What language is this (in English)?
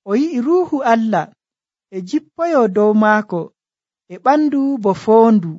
Nigerian Fulfulde